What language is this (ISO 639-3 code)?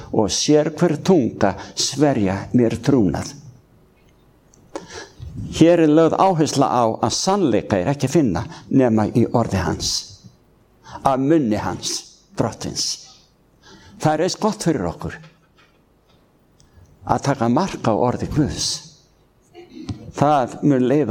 isl